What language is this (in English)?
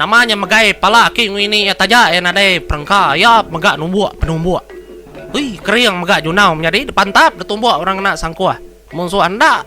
Iban